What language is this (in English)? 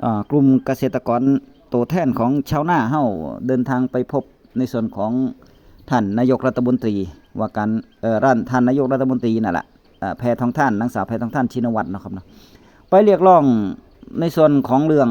Northeastern Thai